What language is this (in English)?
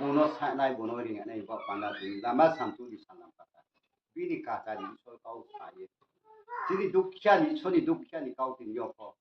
Riang (India)